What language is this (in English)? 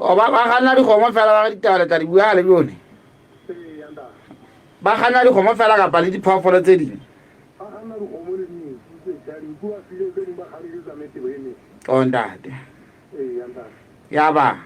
Southern Sotho